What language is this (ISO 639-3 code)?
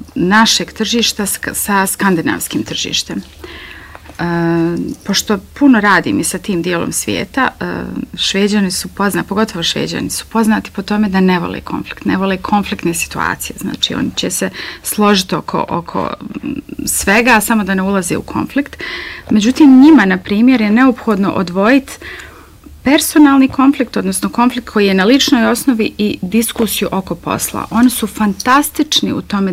bos